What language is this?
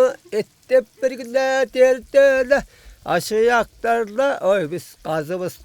Tuvinian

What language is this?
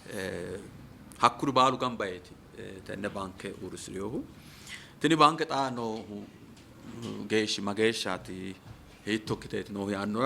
Sidamo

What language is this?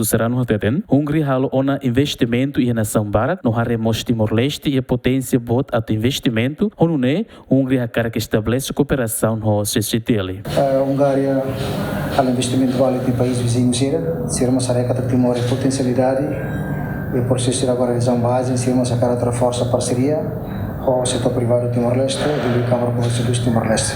Tetum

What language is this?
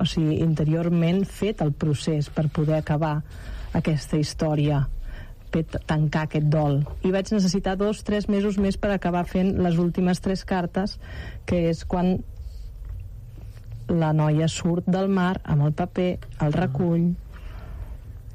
Catalan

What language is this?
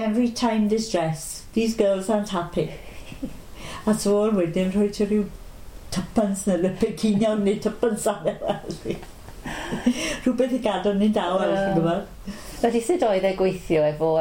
Welsh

